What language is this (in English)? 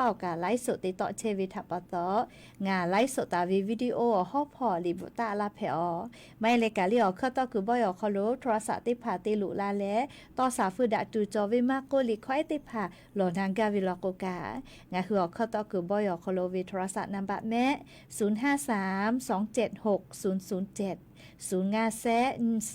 Lahu